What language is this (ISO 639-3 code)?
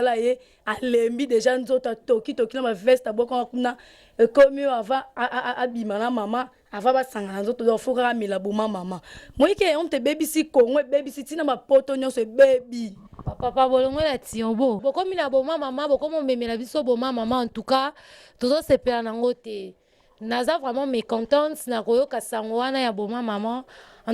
lin